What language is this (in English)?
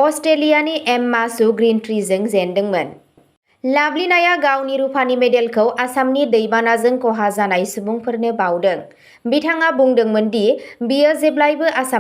Bodo